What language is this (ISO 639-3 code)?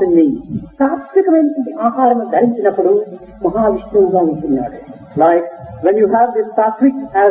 tel